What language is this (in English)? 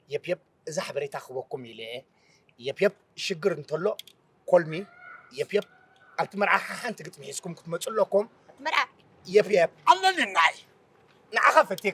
Tigrinya